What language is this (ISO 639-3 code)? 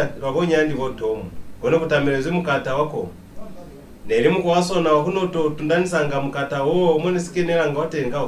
loz